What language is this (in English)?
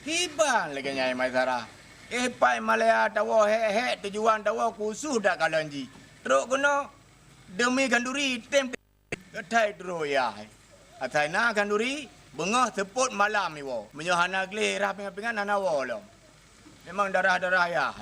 Achinese